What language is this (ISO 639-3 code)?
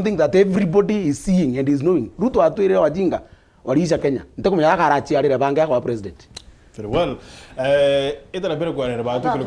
mer